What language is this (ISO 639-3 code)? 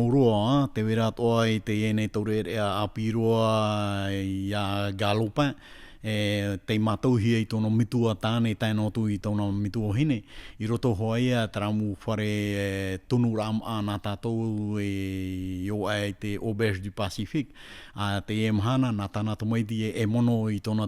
tah